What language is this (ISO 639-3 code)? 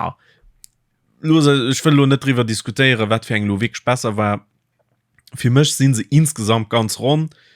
ltz